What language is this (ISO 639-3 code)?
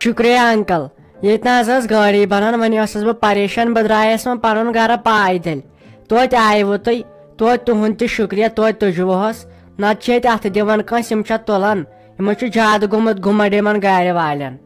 kas